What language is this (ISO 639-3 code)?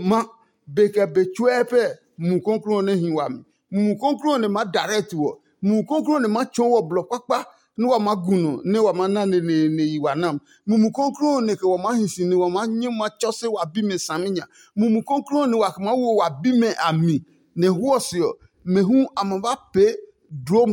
ada